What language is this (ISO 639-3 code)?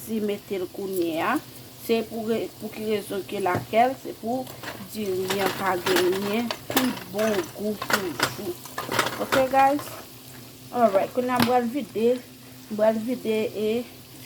hat